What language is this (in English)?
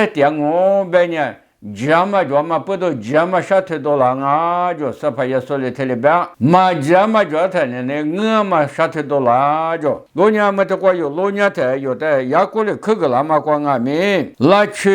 Lisu